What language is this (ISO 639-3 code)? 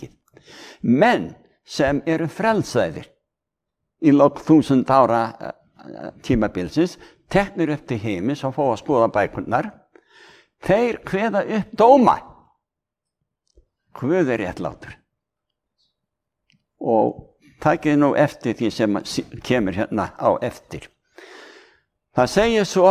isl